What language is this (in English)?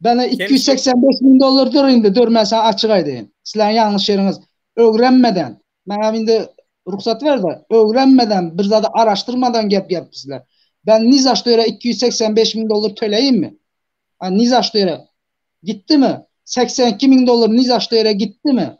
Turkmen